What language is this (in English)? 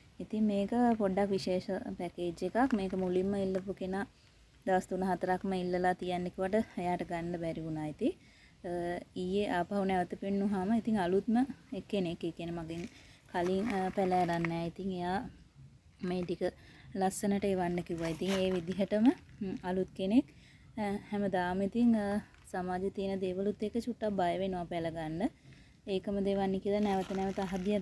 Sinhala